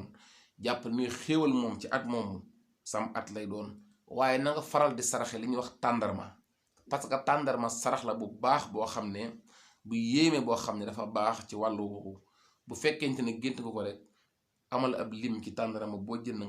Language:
Wolof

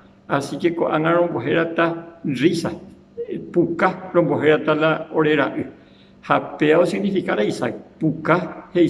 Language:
Guarani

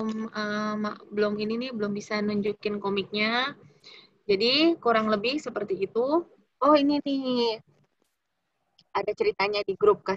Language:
Indonesian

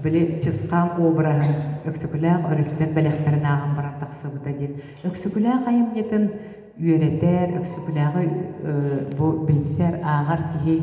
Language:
Yakut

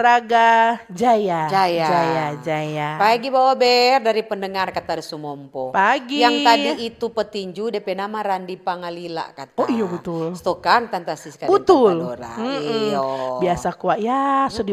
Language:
Manado Malay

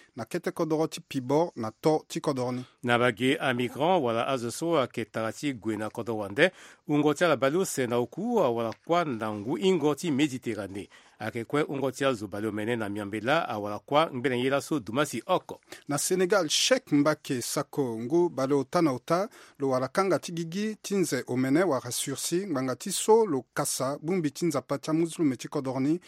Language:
Sango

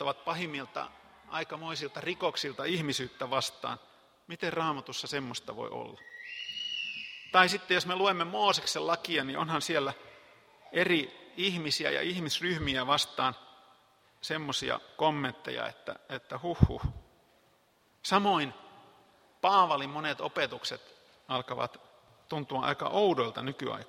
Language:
Finnish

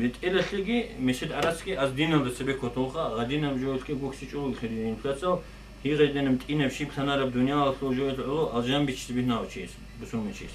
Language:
Avaric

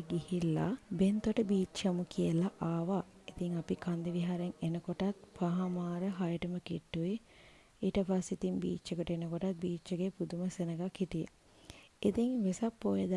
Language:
Sinhala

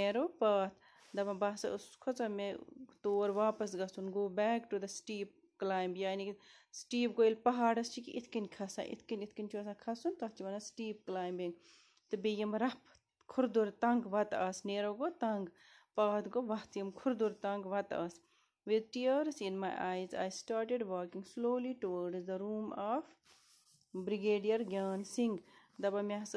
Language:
Kashmiri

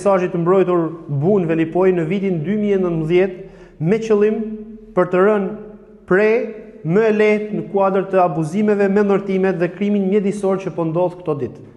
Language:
Albanian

